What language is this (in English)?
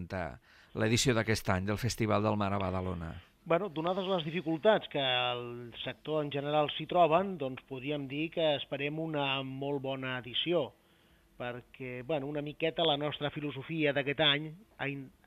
Catalan